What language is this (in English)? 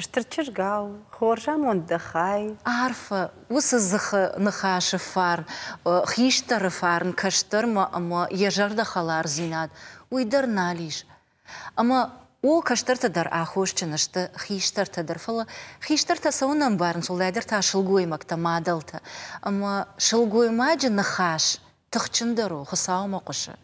Ossetic